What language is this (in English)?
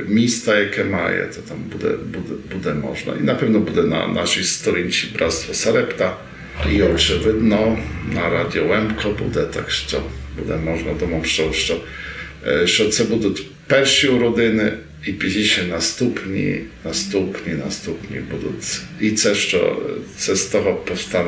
Rusyn